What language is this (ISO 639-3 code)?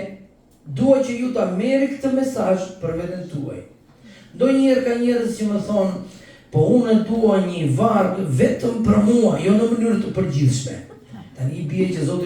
sqi